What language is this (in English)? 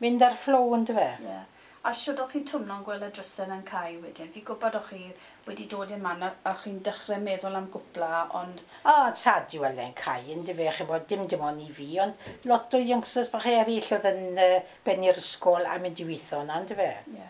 Welsh